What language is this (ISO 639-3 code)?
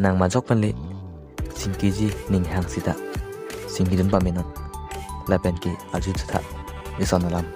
mjw